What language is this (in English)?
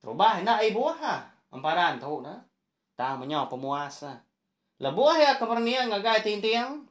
Iban